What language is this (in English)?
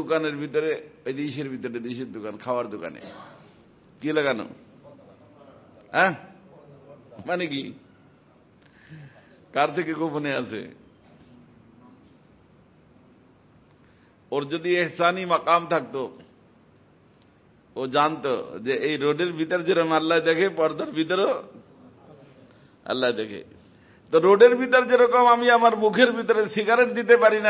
Bangla